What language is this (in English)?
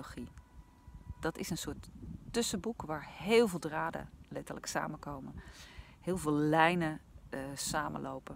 Dutch